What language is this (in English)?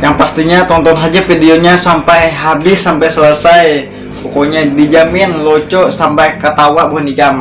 Banjar